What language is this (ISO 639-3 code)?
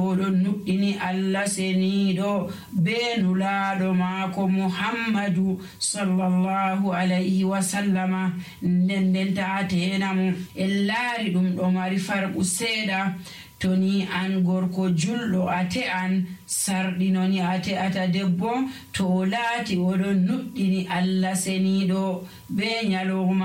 fuv